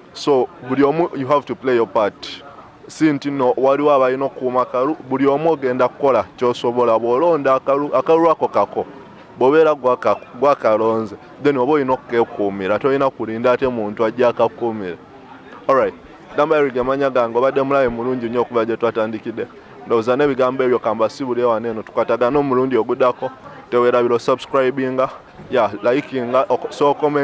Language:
Ganda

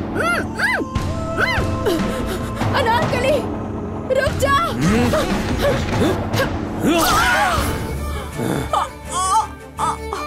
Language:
Bhojpuri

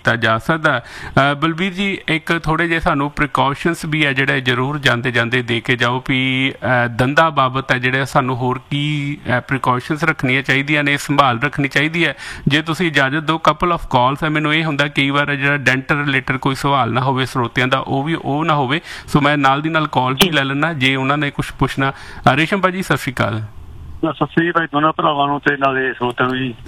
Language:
Punjabi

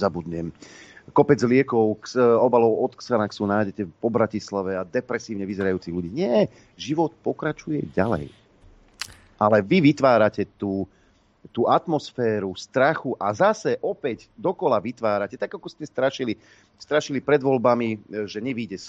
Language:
Slovak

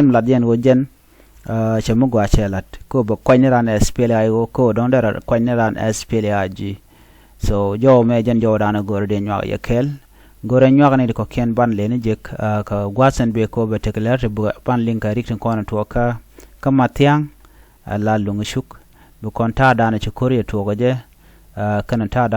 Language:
Nuer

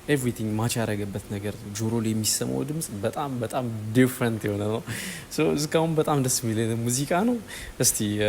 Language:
Amharic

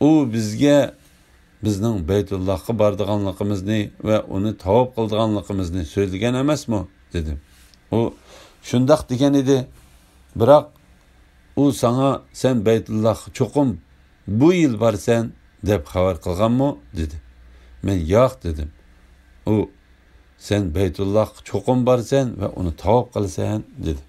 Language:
Uyghur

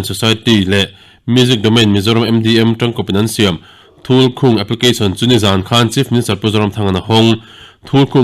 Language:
Mizo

